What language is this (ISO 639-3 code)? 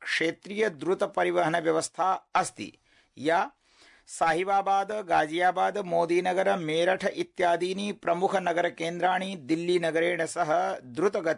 san